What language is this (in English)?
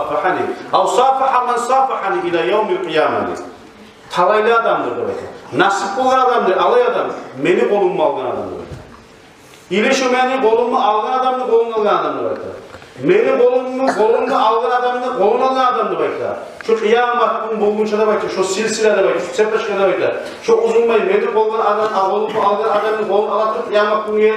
Kumyk